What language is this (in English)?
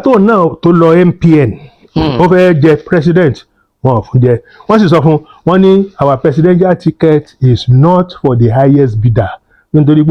Yoruba